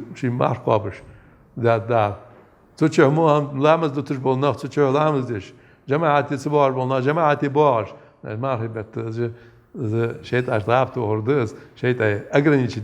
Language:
Ingush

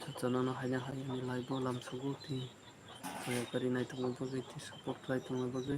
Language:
Kok Borok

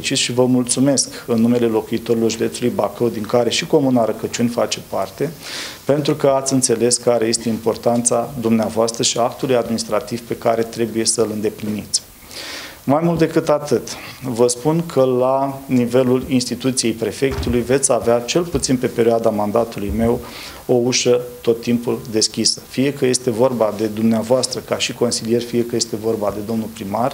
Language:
Romanian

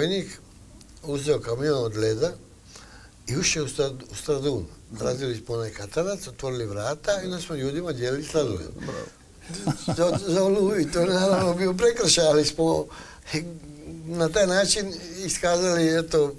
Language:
Croatian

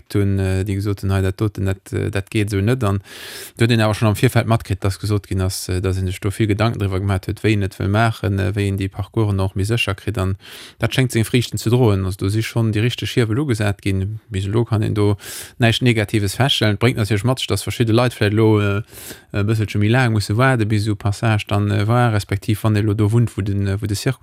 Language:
Luxembourgish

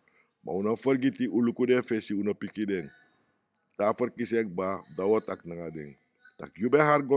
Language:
Sranan Tongo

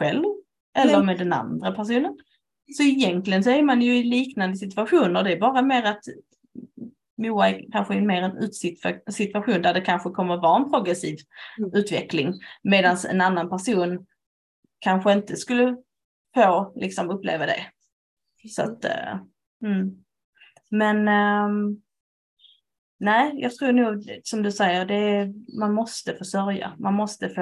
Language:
Swedish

